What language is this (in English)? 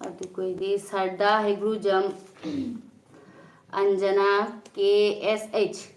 Manipuri